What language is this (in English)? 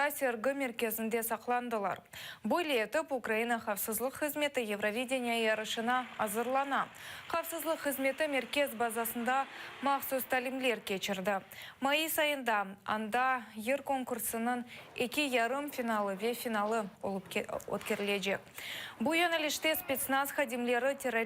Crimean Tatar